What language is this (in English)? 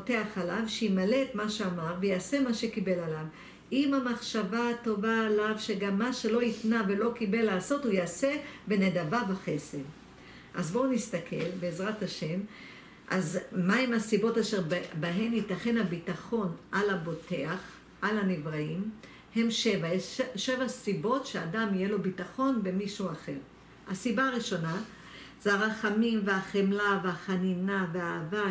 Hebrew